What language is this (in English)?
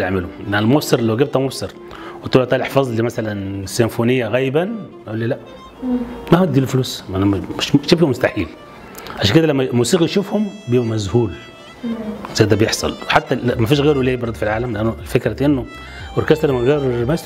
Egyptian Arabic